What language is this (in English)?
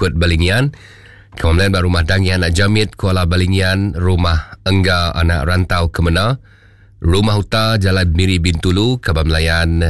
Iban